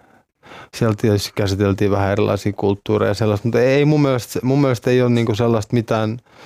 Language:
Finnish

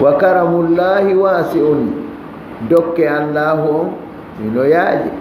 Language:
Fula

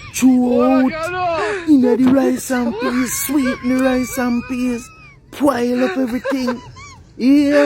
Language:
Jamaican Creole English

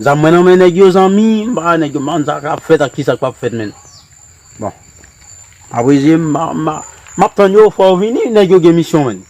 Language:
Haitian Creole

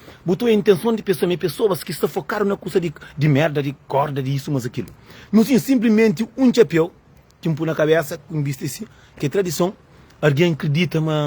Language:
Kabuverdianu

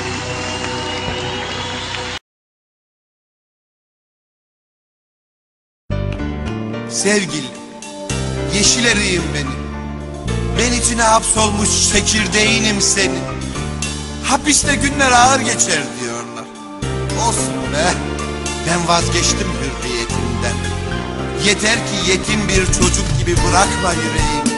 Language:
Turkish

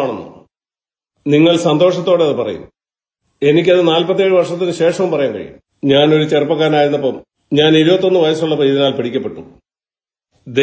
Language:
Malayalam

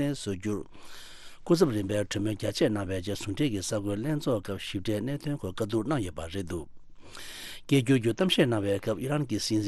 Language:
Tibetan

